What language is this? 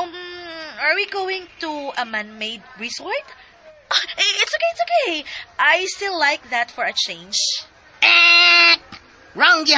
Cebuano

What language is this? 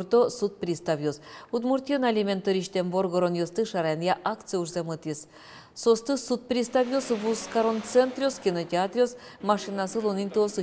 Udmurt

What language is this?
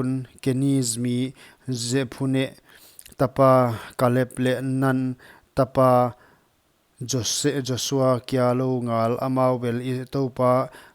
Paite Chin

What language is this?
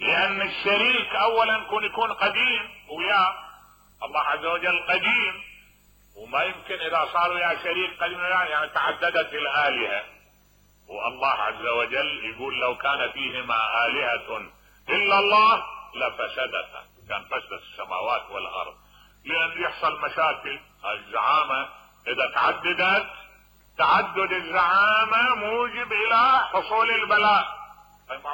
Mesopotamian Arabic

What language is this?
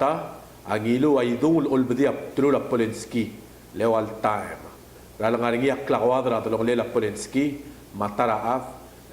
Palauan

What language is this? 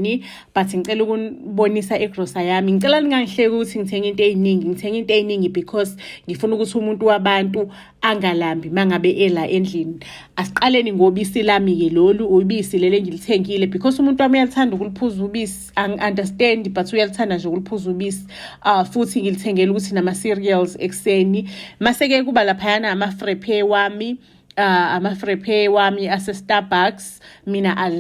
Zulu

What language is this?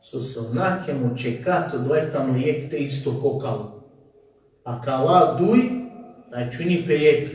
Balkan Romani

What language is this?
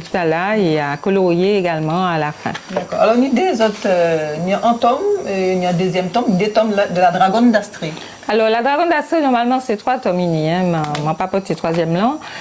Guadeloupean Creole French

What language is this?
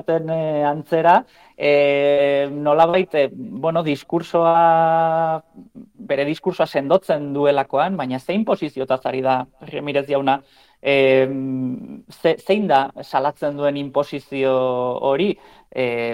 Basque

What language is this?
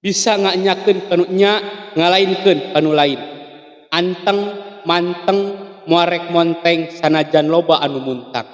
Sundanese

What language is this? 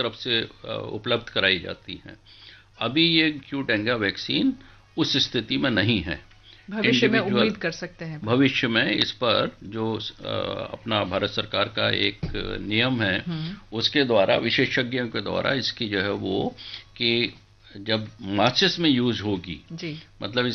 Hindi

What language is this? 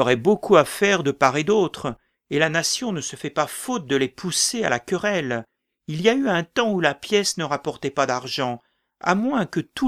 French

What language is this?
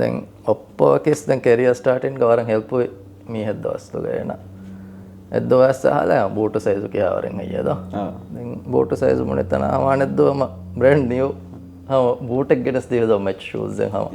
Divehi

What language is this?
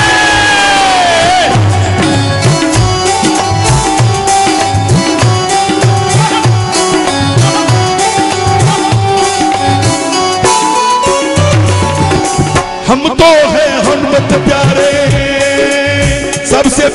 Hindi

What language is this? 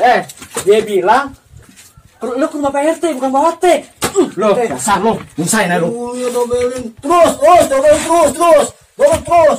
Betawi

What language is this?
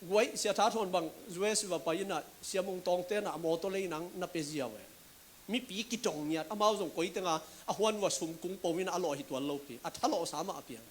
Tedim Chin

